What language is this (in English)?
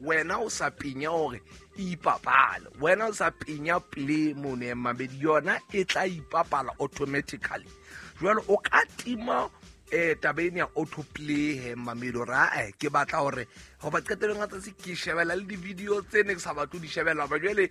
Southern Sotho